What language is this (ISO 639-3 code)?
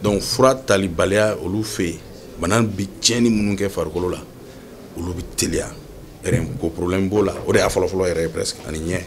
bam